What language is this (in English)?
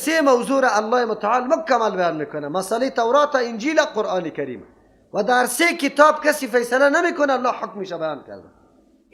Persian